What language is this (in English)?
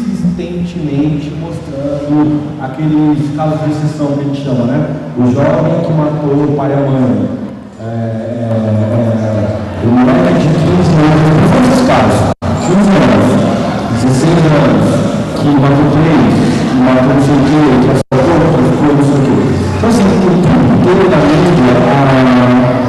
Portuguese